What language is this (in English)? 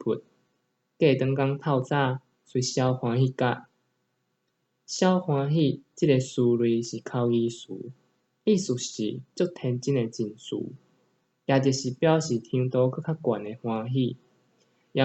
Min Nan Chinese